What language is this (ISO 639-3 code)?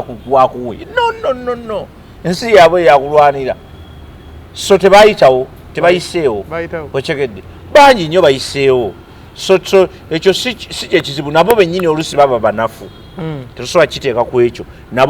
lug